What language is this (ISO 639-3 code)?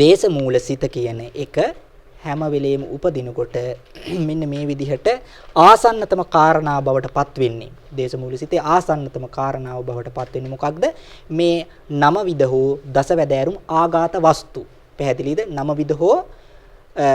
sin